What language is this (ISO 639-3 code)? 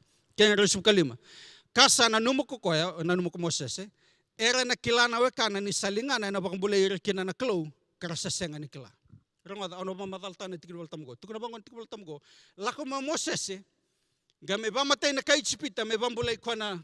fij